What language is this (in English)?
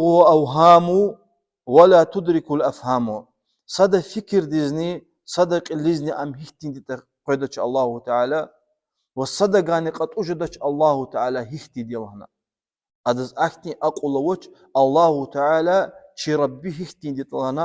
Lezghian